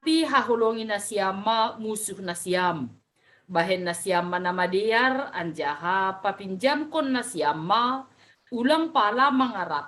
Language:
Batak Simalungun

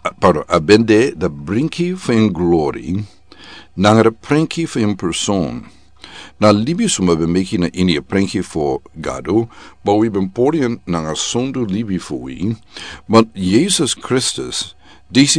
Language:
Sranan Tongo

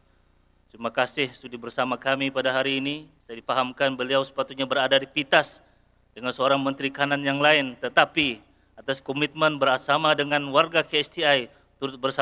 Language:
Malay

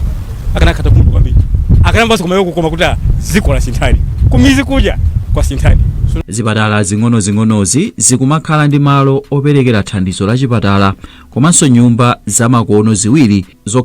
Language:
Nyanja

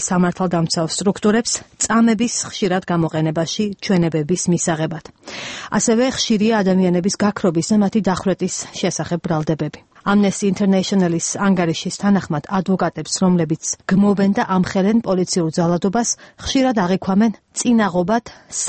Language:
Georgian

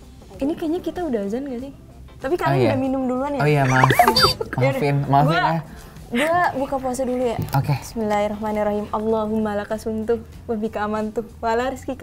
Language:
Indonesian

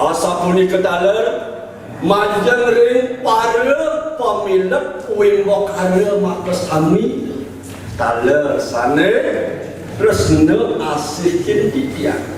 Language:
Balinese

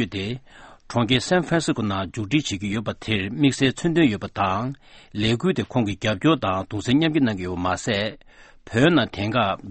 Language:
Tibetan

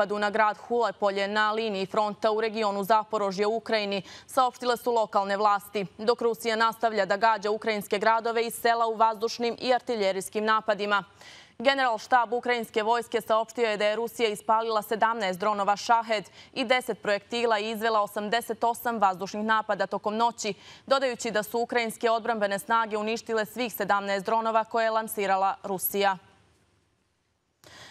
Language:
Serbian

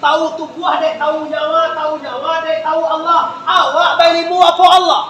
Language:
Minangkabau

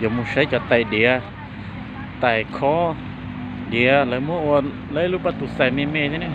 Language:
Hmong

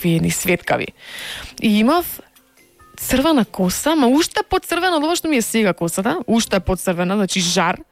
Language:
Macedonian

